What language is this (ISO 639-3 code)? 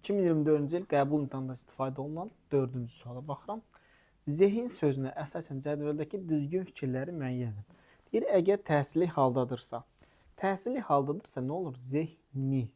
aze